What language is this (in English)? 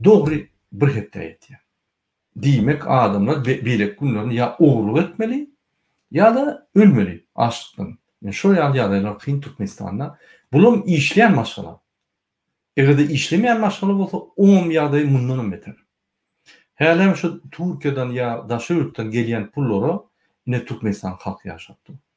Turkmen